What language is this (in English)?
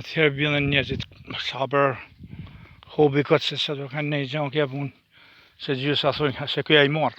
Albanian